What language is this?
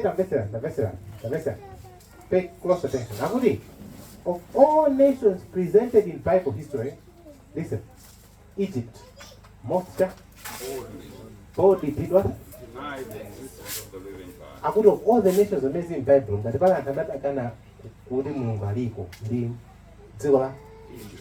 Nyanja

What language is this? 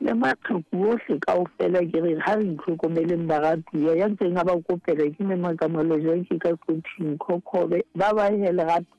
Southern Sotho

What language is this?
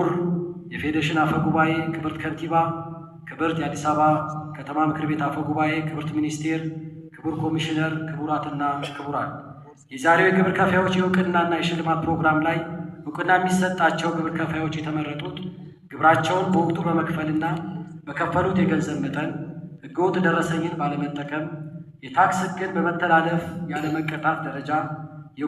Amharic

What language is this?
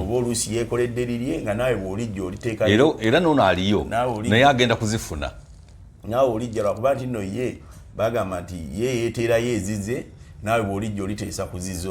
Ganda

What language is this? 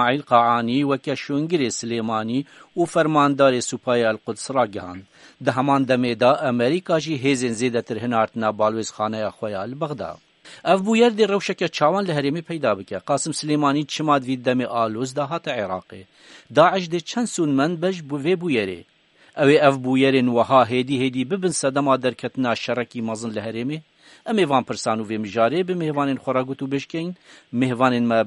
Kurdish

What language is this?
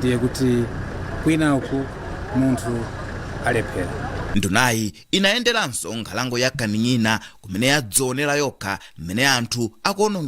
Nyanja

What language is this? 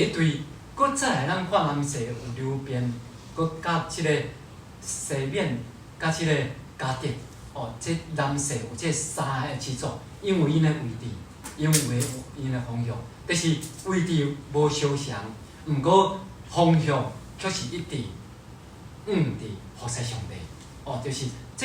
Min Nan Chinese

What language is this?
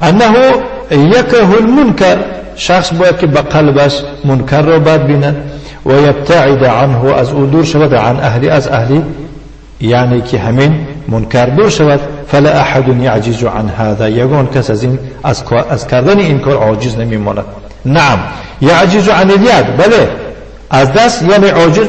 Tajik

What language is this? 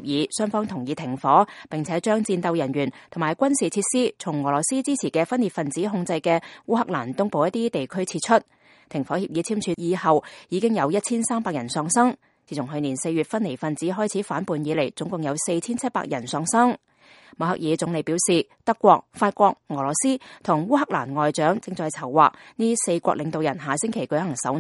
Cantonese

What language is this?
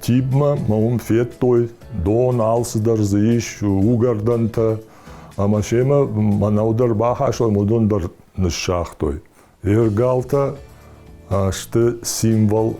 Ossetic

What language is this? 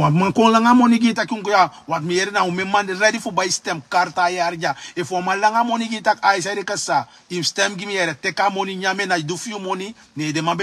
Sranan Tongo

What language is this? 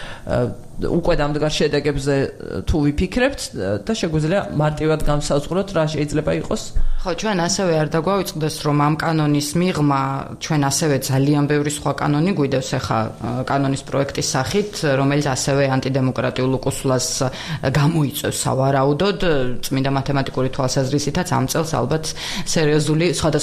Georgian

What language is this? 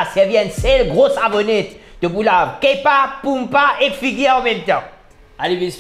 Morisyen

